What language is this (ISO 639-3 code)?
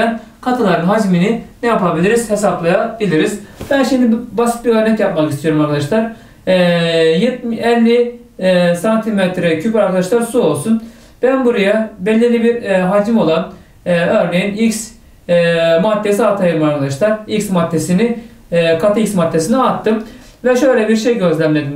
tur